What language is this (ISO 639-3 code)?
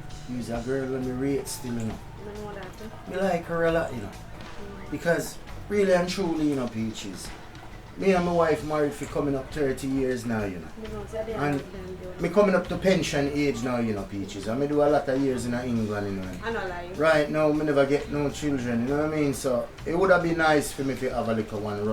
jam